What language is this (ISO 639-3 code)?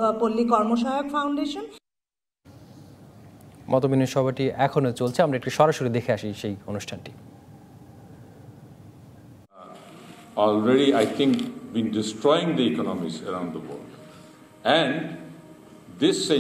ben